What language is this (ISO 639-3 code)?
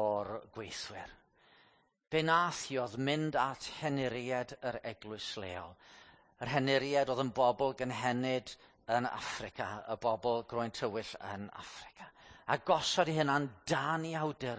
cym